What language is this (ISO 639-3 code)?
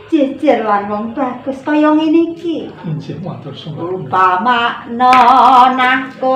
jav